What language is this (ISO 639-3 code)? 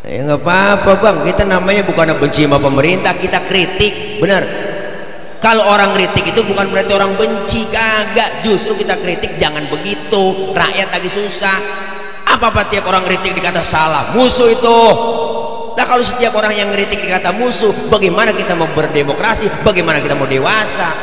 bew